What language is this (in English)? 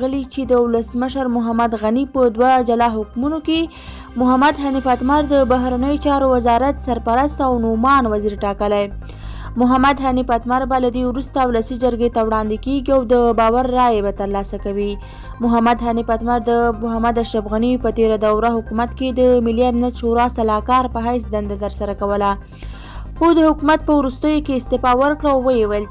Pashto